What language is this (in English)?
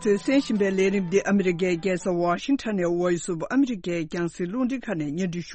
Tibetan